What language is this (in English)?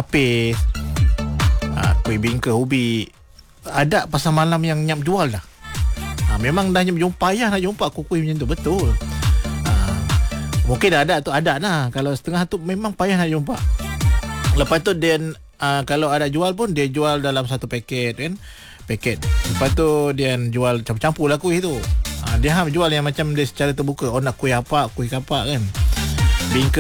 Malay